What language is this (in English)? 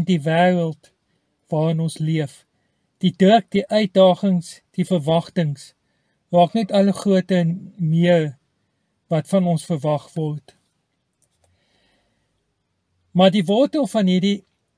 Afrikaans